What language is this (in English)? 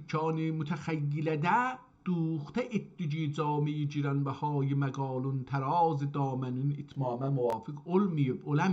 South Azerbaijani